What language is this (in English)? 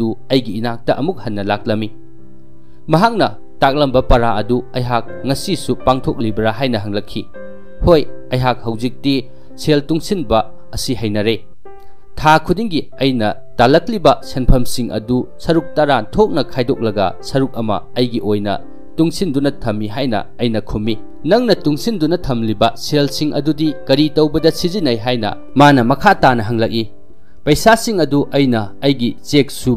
Manipuri